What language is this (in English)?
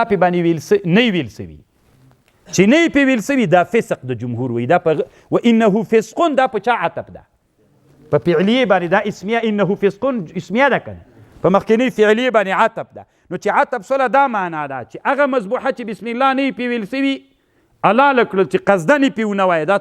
Pashto